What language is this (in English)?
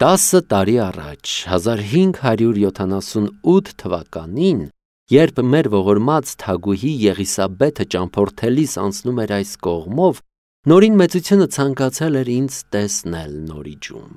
Armenian